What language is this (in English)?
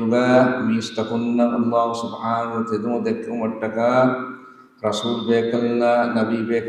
Divehi